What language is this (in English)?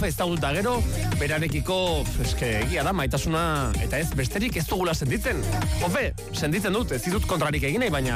Basque